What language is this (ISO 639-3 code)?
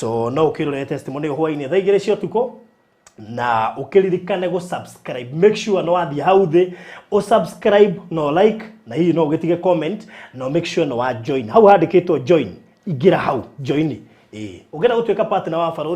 kik